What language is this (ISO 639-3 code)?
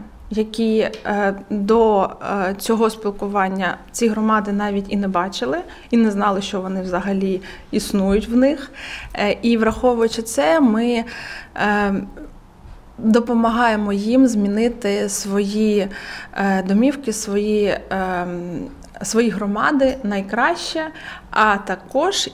ukr